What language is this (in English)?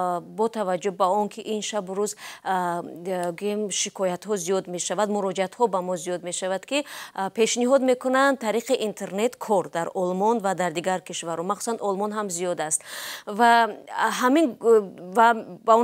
Tajik